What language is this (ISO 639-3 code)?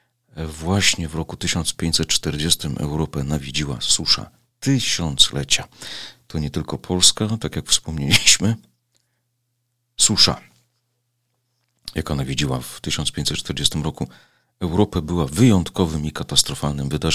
pol